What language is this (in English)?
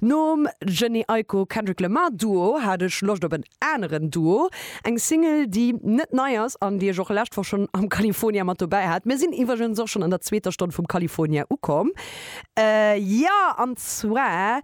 Luxembourgish